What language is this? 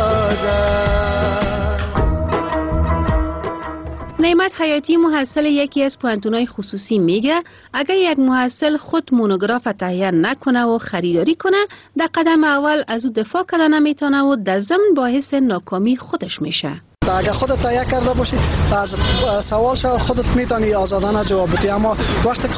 Persian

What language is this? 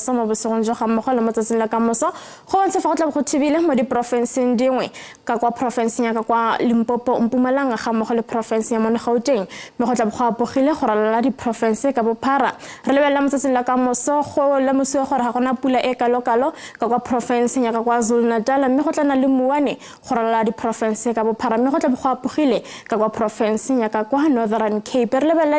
Tswana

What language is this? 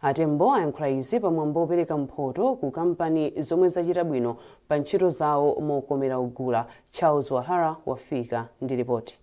Nyanja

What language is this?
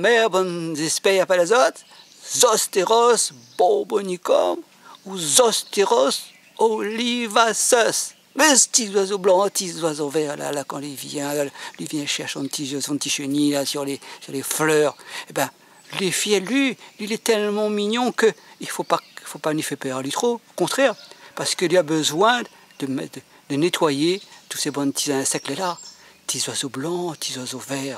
Réunion Creole French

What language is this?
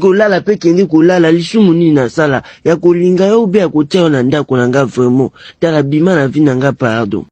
Lingala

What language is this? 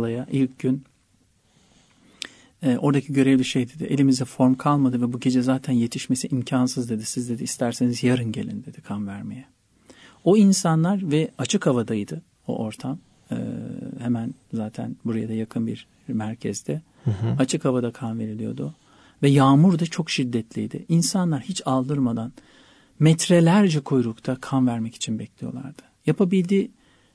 Turkish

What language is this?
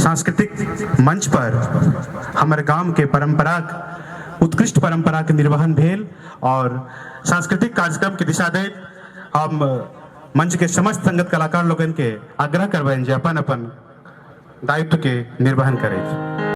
Maithili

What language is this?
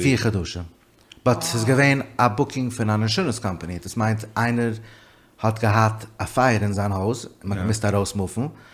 Yiddish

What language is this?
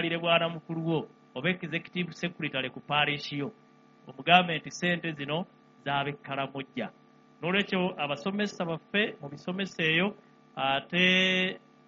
Ganda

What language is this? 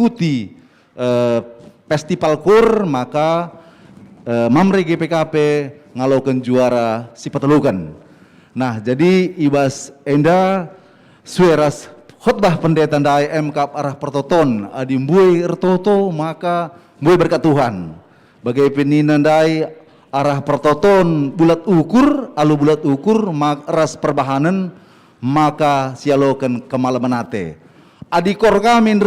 Batak Karo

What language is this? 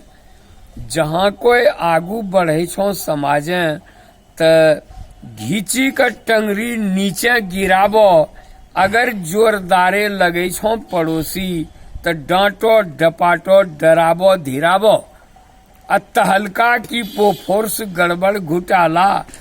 Angika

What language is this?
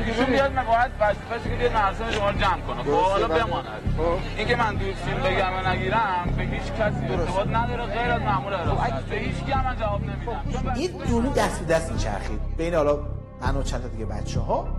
Persian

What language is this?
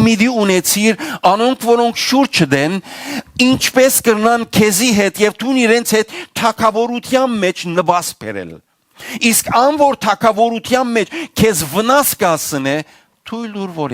Western Armenian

